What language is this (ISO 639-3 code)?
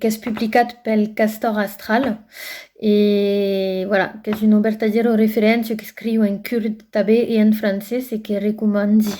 oci